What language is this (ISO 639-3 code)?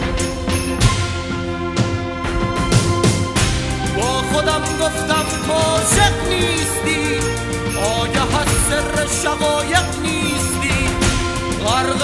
fas